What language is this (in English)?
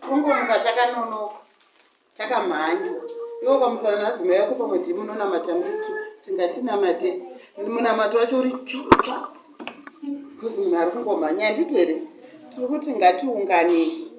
Shona